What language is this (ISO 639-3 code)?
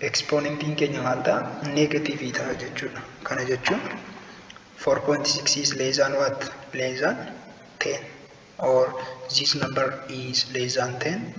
orm